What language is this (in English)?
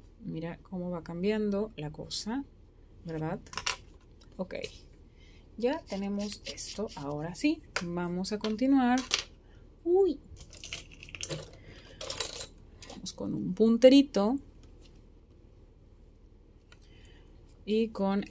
Spanish